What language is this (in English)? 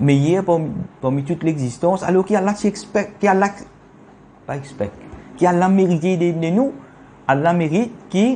Morisyen